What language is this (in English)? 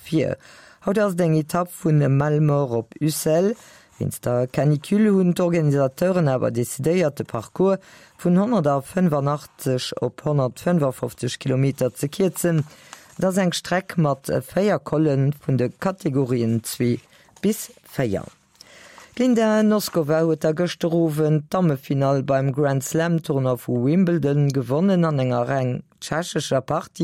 Luxembourgish